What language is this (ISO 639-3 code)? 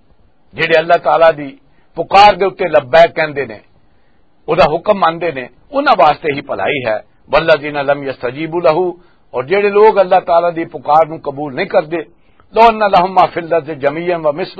lah